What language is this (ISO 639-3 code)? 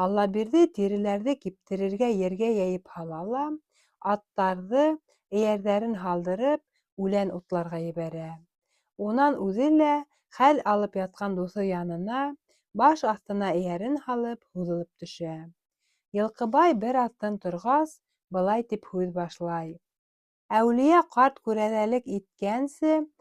bak